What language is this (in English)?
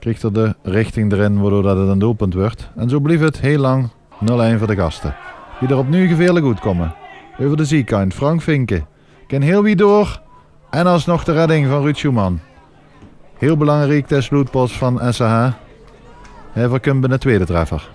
Limburgish